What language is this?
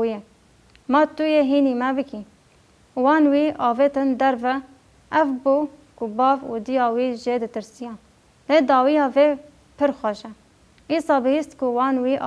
Kurdish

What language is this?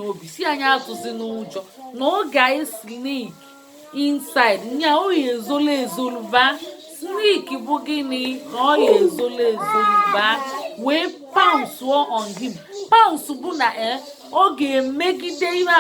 Igbo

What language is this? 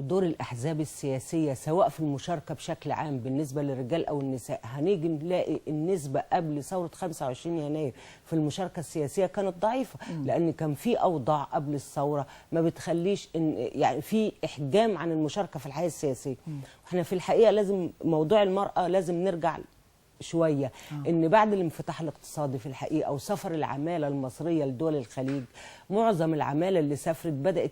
Egyptian Arabic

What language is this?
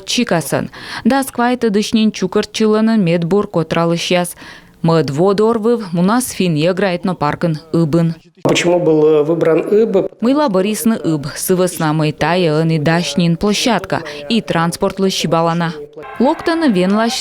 Komi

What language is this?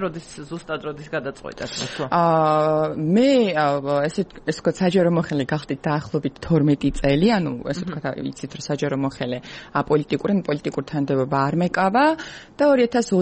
Georgian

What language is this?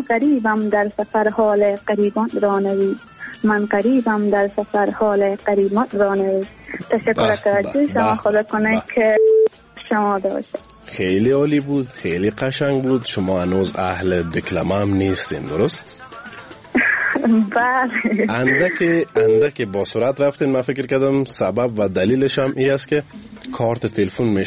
Persian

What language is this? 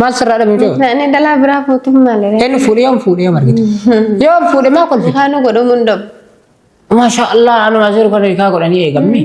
Oromo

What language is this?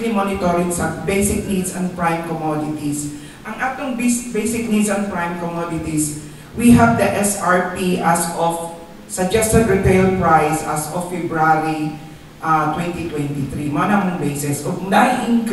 Cebuano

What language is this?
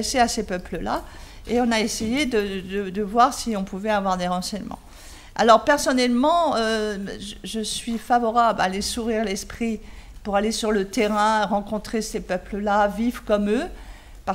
French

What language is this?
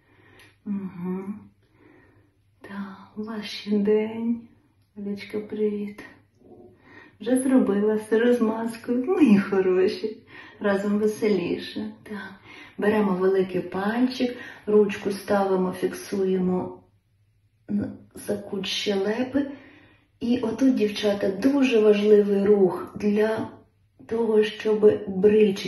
Ukrainian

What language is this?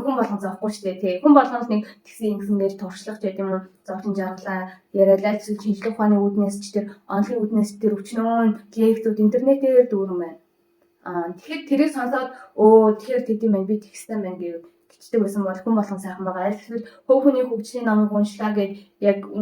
Mongolian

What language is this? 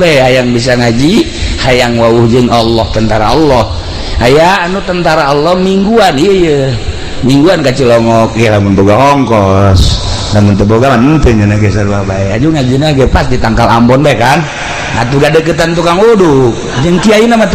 Sundanese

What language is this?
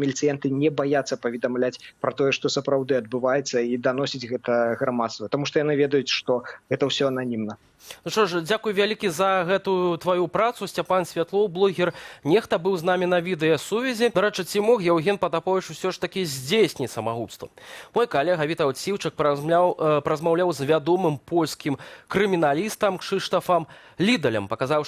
Belarusian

